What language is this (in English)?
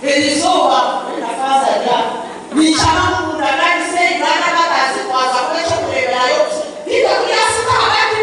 Nyankole